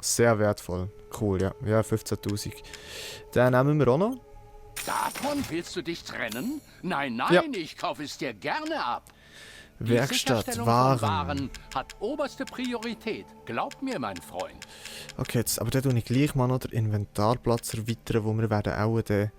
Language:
Swiss German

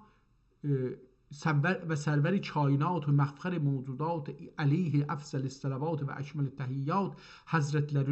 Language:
South Azerbaijani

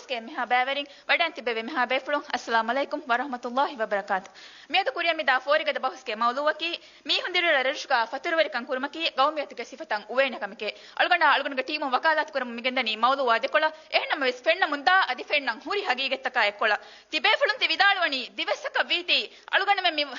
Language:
Divehi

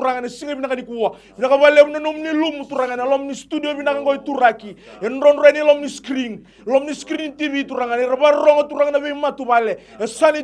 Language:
Fijian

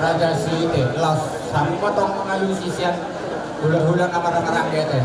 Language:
Batak Toba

